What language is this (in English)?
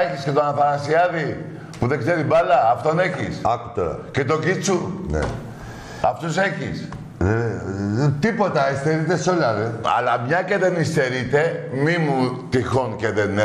Greek